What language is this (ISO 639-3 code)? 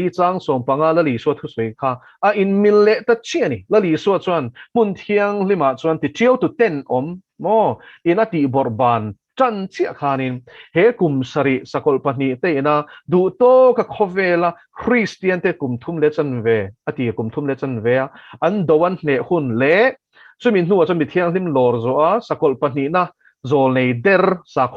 lus